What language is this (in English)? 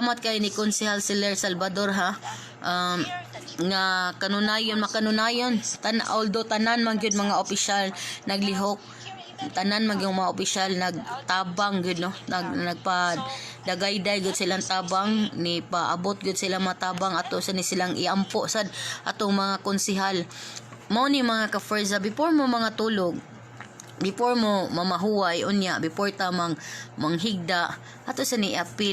Cebuano